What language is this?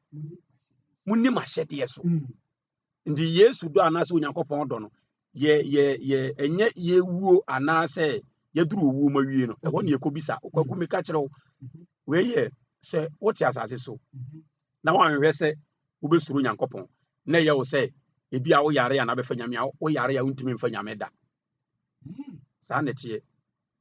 Akan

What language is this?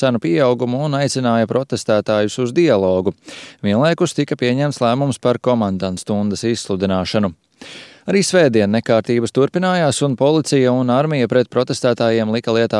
Latvian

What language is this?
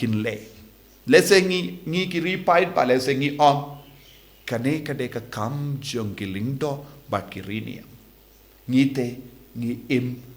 Khasi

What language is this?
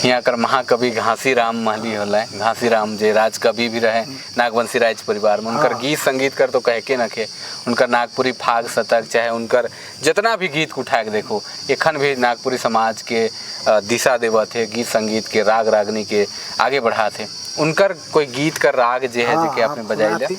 Sadri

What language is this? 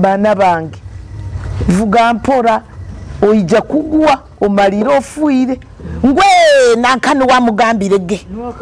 Nyoro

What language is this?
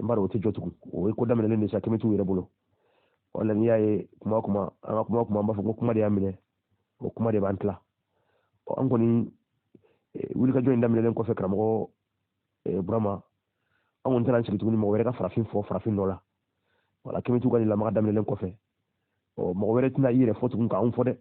Bambara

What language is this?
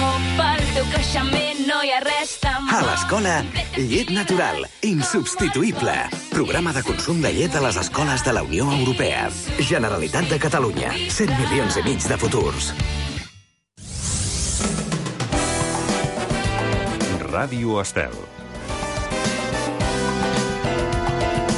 Catalan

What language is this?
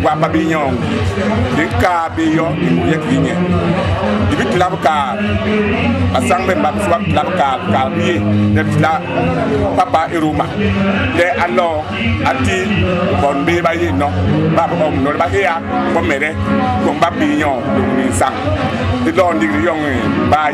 Basaa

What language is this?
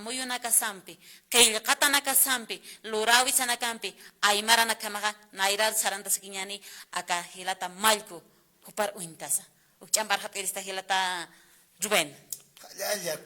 Aymara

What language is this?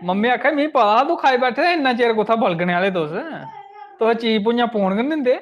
Dogri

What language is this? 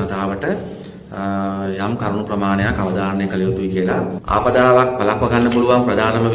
Sinhala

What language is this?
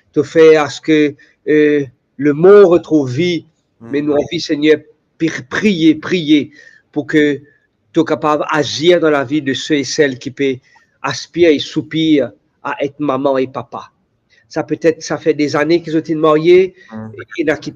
Morisyen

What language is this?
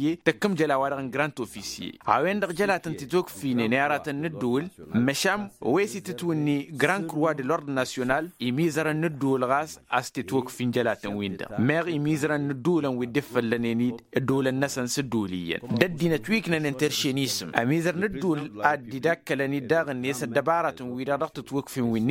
Tamasheq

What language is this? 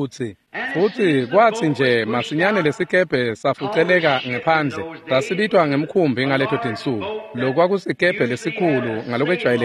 Swati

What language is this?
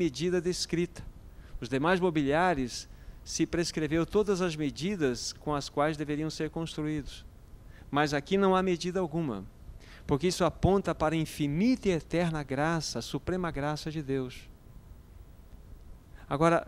Portuguese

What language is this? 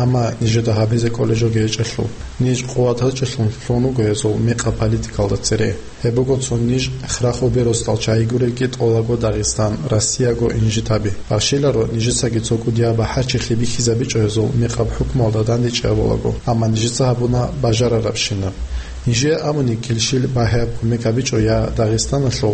Avaric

